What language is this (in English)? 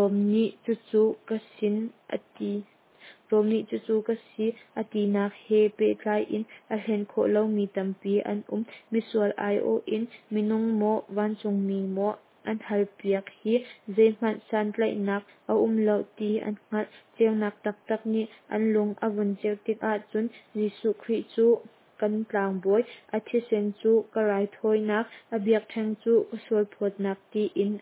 Hakha Chin